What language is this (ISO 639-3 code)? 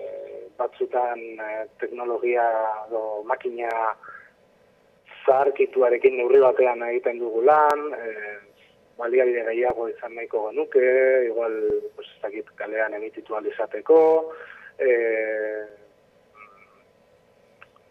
eus